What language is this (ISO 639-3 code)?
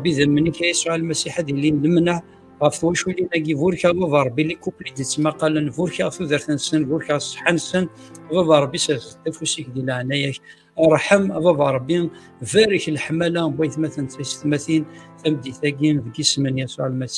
kab